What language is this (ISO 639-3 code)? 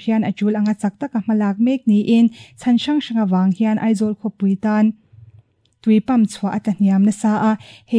lus